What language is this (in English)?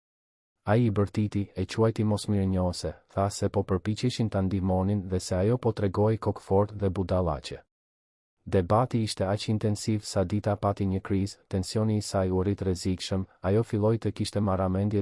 Albanian